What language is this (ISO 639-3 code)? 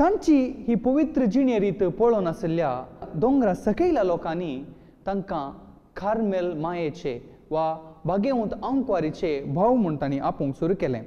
kok